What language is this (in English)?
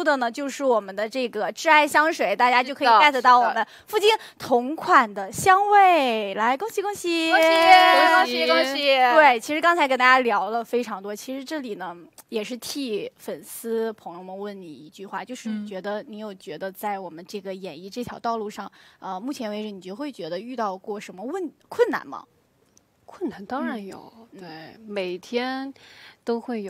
Chinese